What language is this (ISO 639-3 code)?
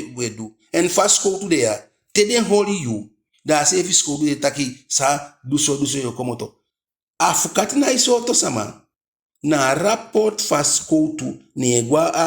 djk